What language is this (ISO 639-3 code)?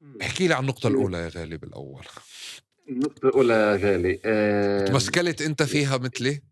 apc